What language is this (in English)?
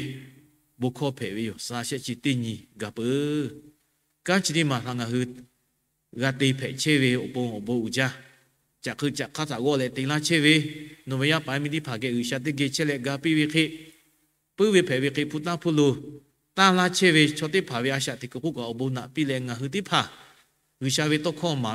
Lahu